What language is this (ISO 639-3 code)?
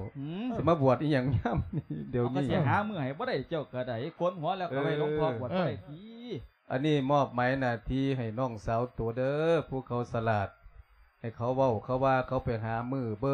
lao